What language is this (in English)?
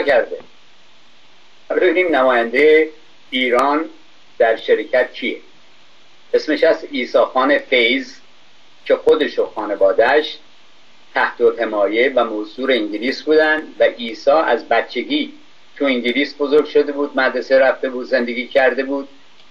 Persian